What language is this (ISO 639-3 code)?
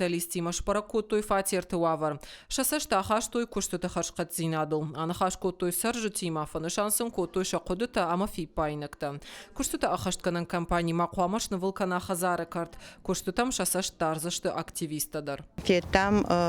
oss